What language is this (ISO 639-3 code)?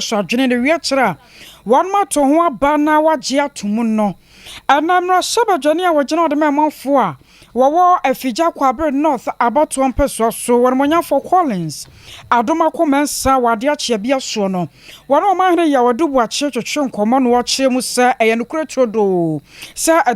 aka